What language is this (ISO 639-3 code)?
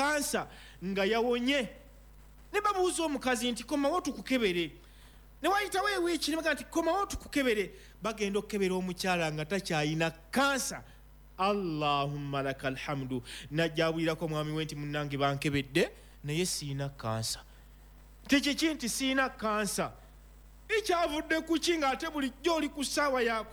lug